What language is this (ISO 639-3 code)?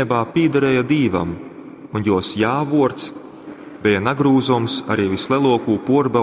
ltg